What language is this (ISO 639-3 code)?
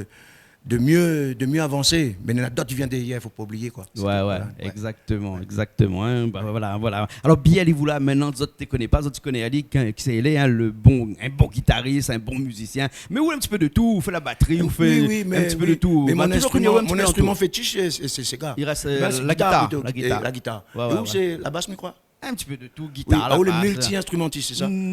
rcf